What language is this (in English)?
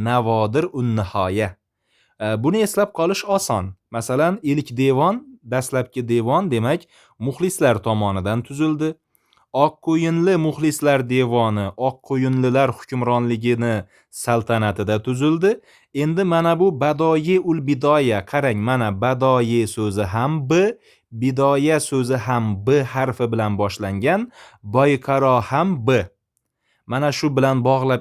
Uzbek